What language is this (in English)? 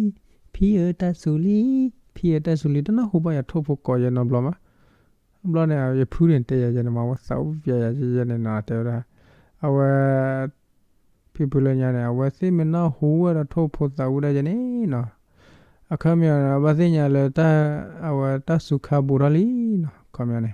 S'gaw Karen